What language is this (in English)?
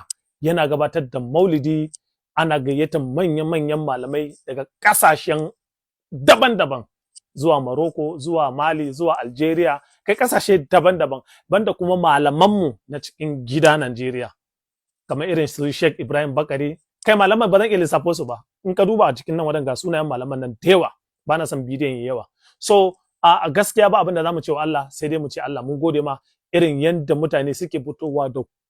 Hausa